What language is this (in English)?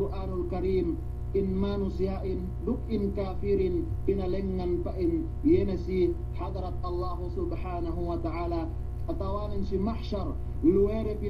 Yakan